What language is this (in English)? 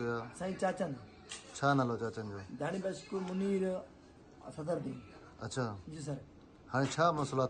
Sindhi